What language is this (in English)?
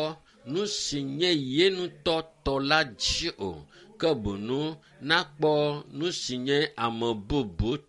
Ewe